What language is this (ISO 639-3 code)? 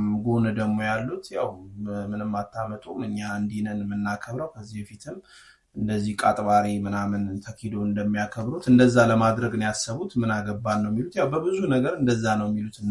amh